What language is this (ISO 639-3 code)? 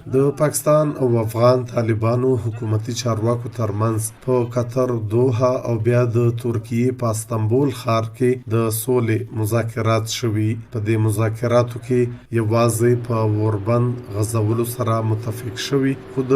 pus